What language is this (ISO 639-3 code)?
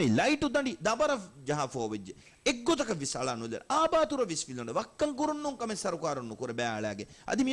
div